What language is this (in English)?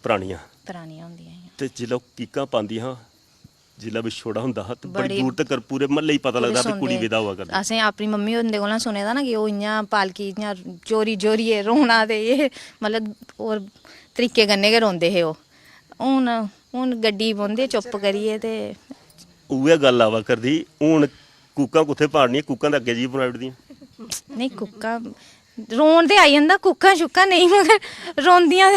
Dogri